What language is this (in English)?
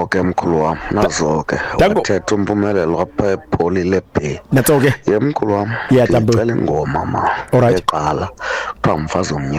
Xhosa